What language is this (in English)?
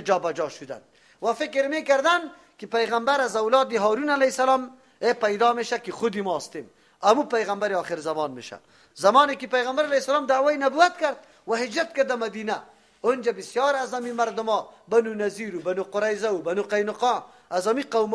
Persian